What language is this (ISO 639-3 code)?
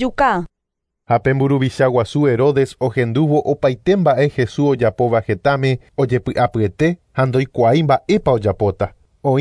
grn